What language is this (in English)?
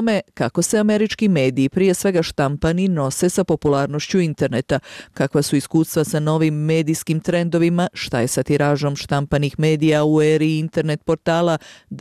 Bosnian